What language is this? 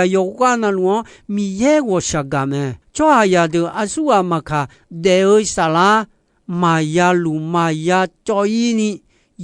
Akha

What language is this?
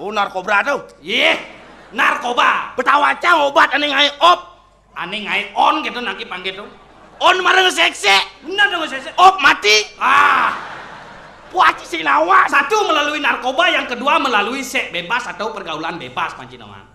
Balinese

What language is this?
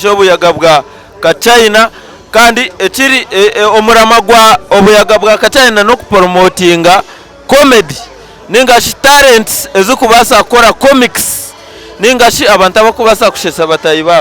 Nyankole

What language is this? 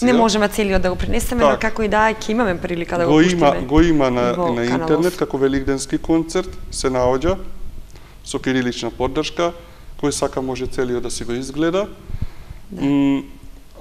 Macedonian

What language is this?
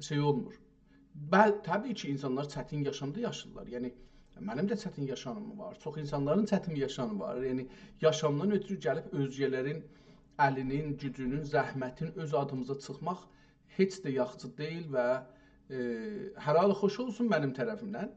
South Azerbaijani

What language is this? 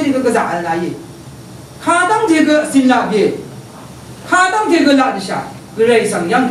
Rawang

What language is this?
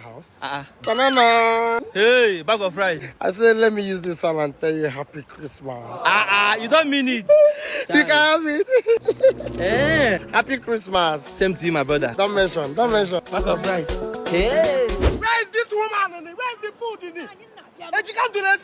Nigerian Pidgin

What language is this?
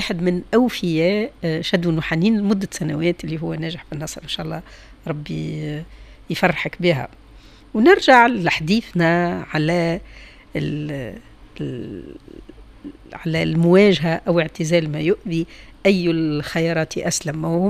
Tunisian Arabic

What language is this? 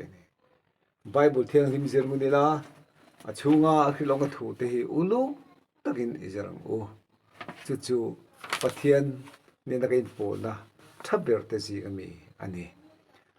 Mizo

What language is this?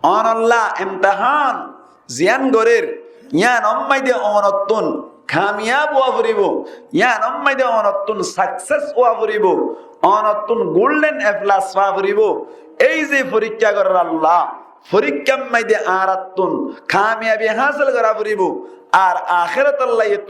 Rohingya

